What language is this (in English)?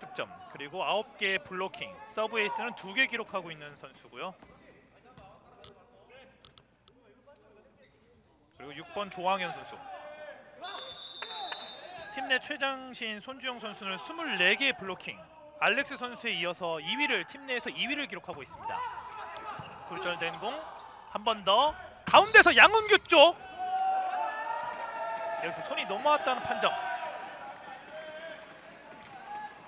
Korean